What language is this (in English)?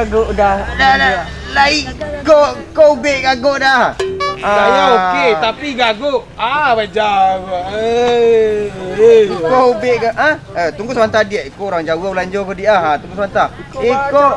Minangkabau